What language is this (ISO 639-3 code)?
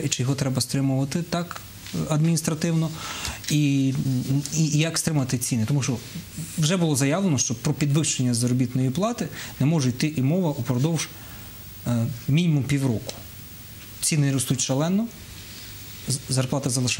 ukr